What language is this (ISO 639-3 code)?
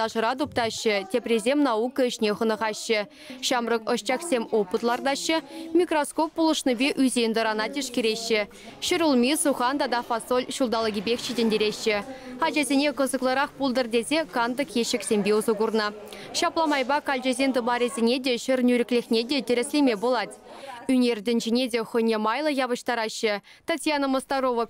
chv